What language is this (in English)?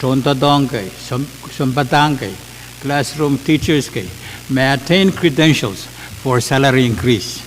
Pohnpeian